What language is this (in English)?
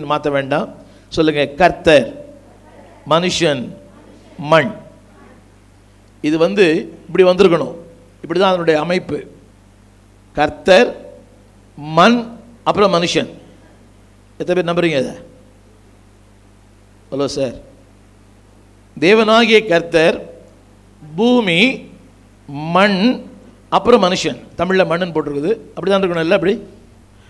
Tamil